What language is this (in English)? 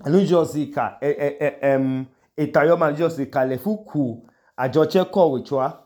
Idoma